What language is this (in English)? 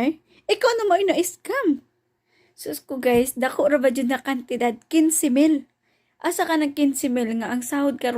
Cebuano